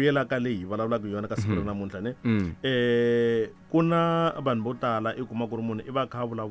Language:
Tsonga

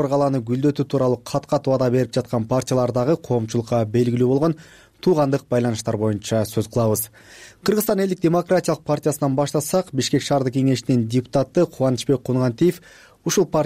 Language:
Kyrgyz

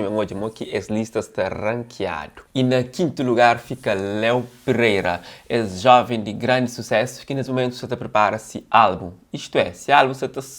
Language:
Kabuverdianu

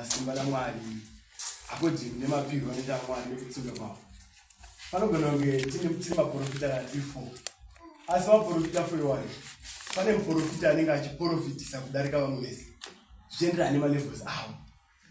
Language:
Shona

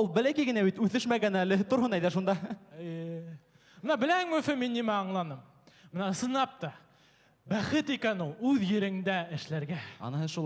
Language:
Bashkir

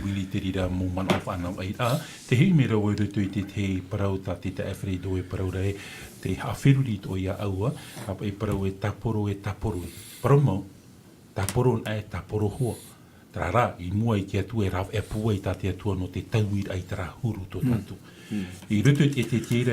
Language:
Tahitian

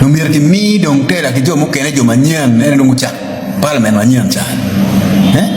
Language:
Acoli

